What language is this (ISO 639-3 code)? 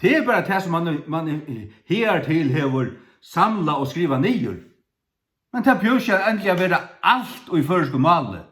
fao